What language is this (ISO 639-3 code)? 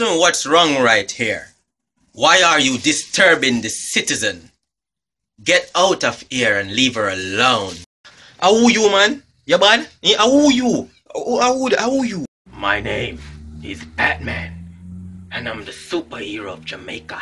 jam